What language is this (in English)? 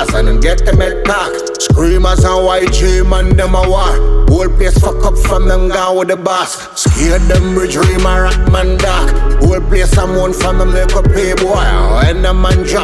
Jamaican Creole English